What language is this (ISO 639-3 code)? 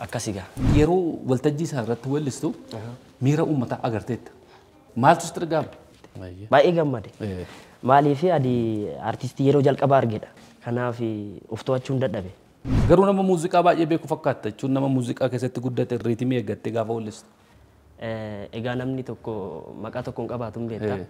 orm